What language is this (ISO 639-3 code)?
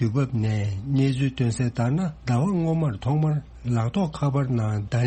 bod